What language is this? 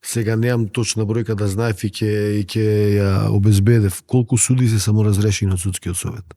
Macedonian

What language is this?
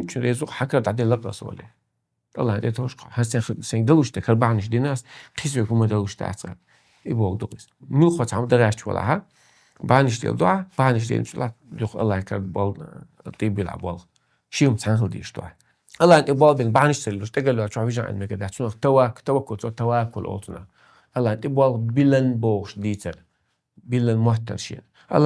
Chechen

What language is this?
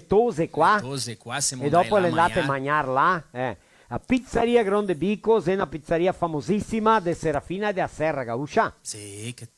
Venetian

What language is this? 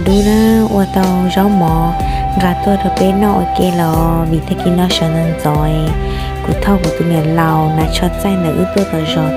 Hmong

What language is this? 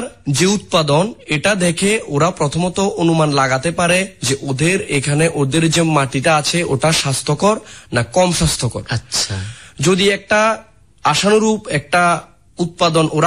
Bangla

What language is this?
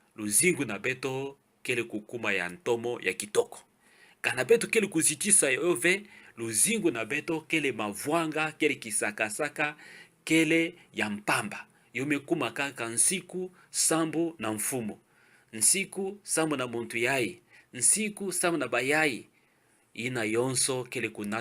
Kituba (Democratic Republic of Congo)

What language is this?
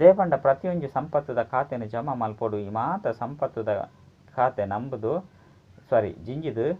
Tulu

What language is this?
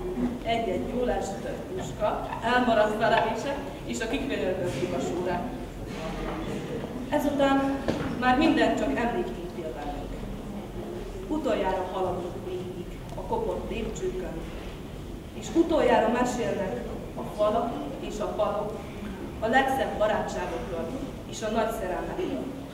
Hungarian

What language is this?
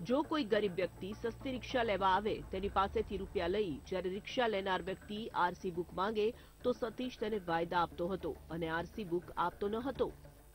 Gujarati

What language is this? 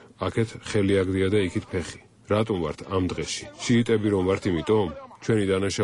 Georgian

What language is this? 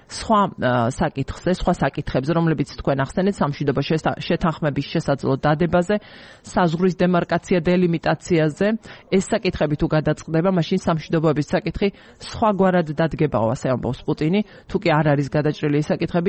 Georgian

